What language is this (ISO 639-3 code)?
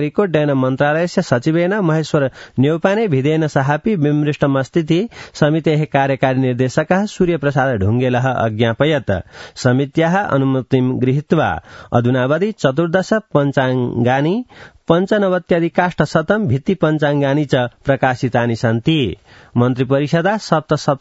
san